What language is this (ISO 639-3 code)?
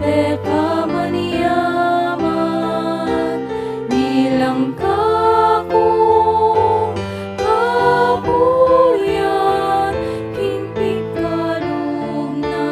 pam